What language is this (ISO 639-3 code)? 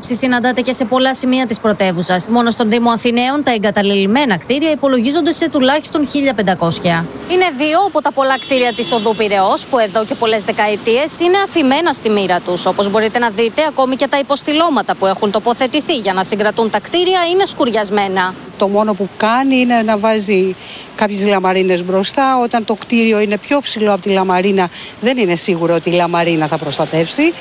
ell